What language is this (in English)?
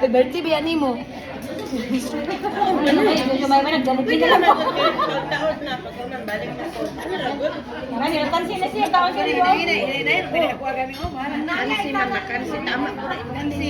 Cebuano